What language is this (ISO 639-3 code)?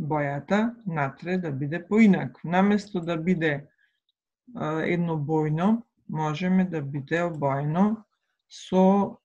mkd